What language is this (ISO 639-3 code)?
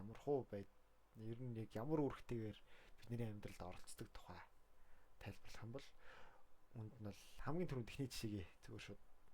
mon